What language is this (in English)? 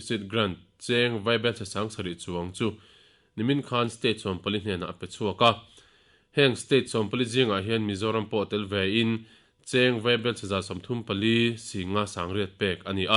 Mizo